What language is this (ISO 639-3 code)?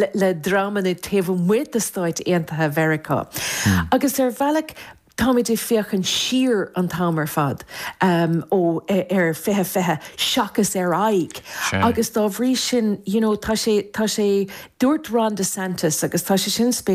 gle